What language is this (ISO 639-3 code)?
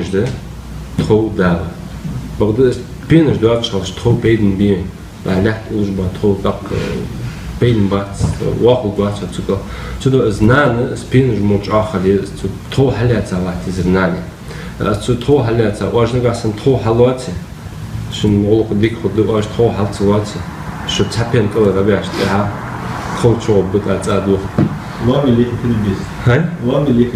inh